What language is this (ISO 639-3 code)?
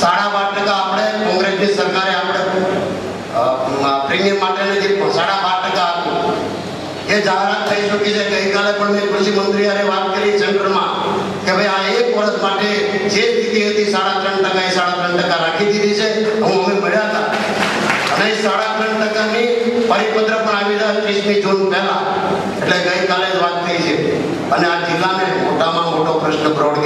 guj